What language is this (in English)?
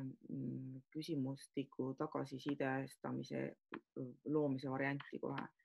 Estonian